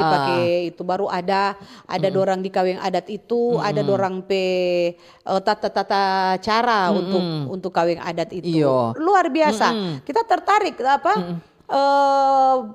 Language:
Manado Malay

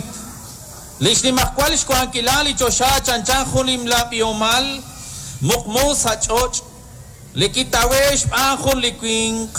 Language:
Kekchí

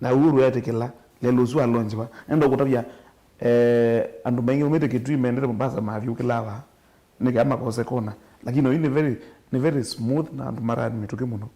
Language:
Kamba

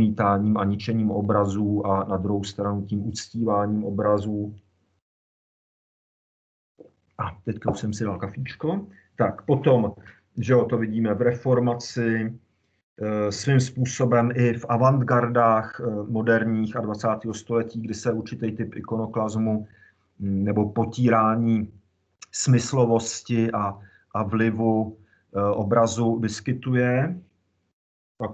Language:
Czech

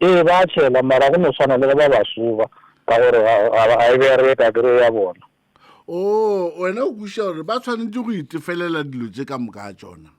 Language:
Northern Sotho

